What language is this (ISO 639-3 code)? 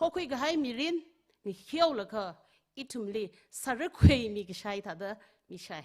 nmf